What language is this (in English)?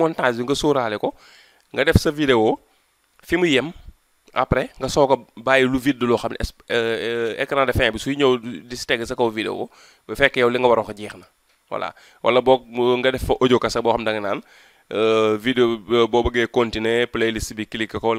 Wolof